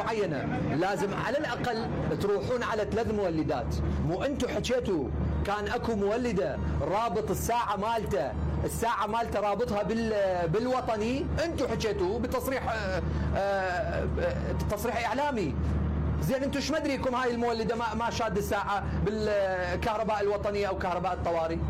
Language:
Mesopotamian Arabic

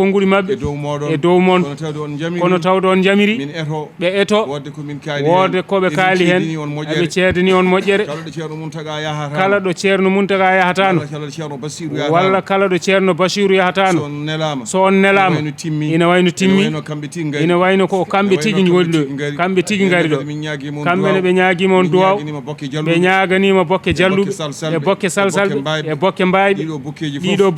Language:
Fula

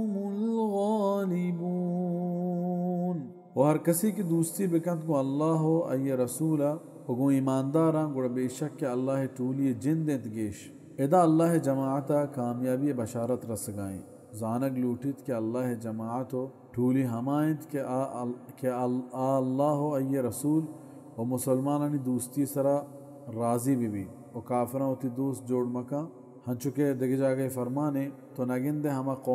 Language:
Baluchi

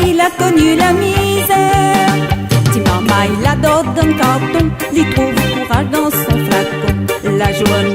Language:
Réunion Creole French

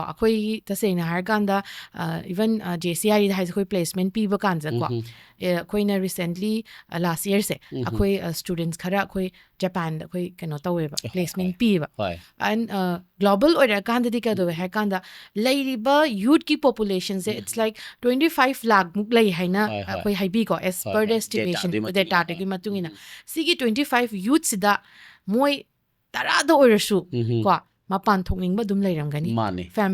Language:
Manipuri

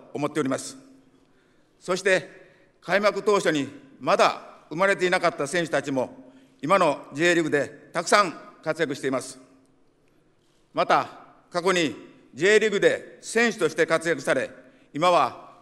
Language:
Japanese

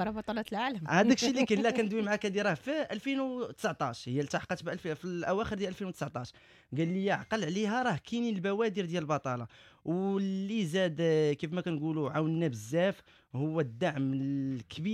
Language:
Moroccan Arabic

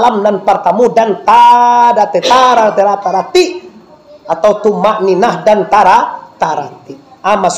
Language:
Minangkabau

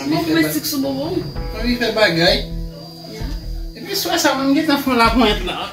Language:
Haitian Creole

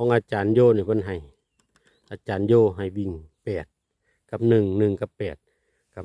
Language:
Northeastern Thai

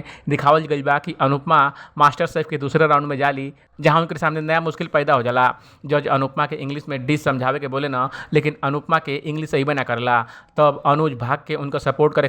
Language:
Bhojpuri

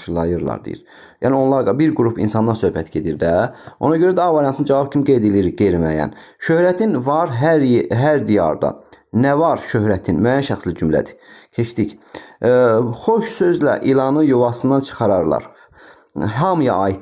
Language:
Azerbaijani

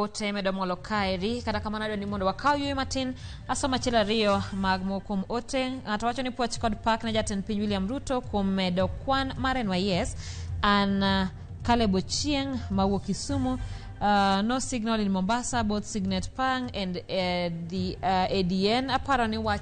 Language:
Luo (Kenya and Tanzania)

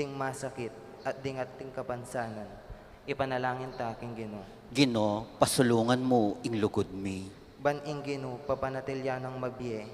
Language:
Pampanga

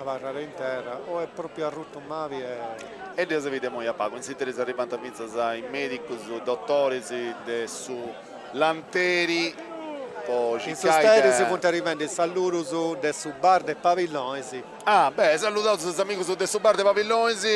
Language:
Sardinian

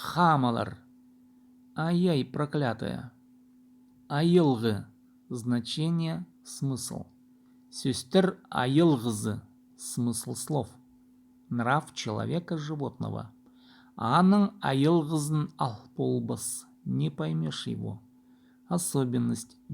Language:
Khakas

